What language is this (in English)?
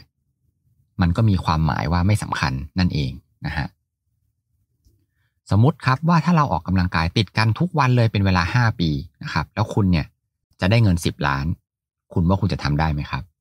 Thai